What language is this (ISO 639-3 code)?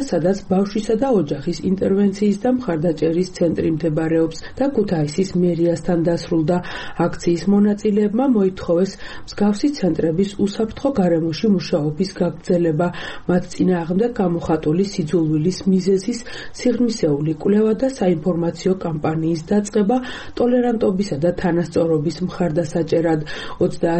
kat